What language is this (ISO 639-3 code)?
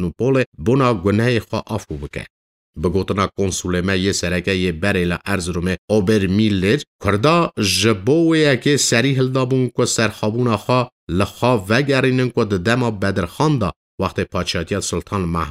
kur